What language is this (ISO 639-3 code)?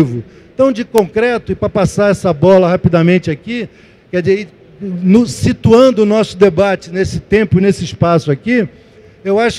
por